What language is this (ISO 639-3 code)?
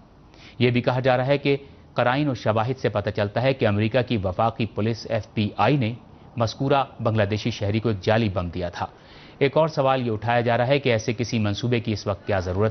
urd